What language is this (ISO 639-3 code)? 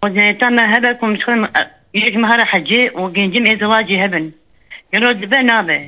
kur